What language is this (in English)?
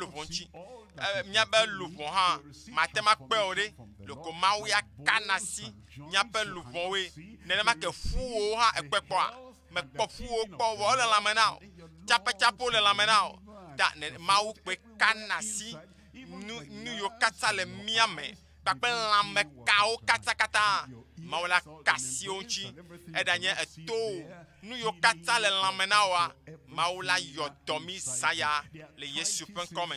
Ewe